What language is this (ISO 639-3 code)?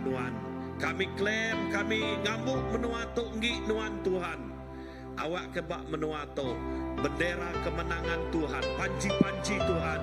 iba